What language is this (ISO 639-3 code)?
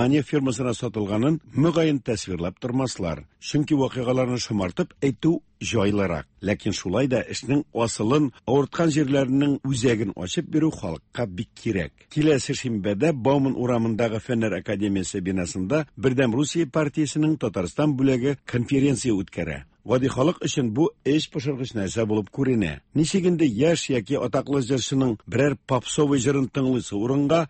tat